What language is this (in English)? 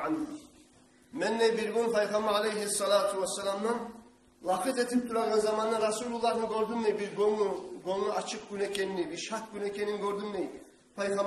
Kumyk